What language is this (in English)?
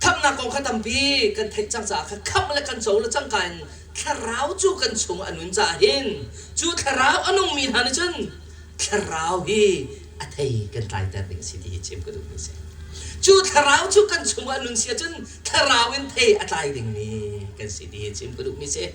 Hakha Chin